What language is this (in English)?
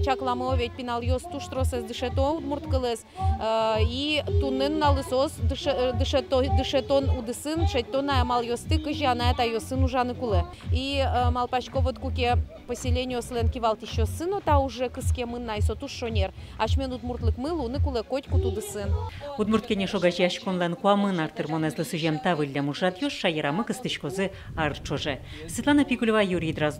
Udmurt